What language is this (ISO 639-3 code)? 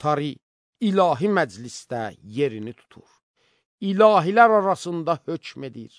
aze